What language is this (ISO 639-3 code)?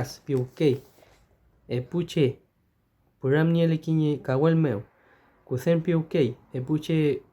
arn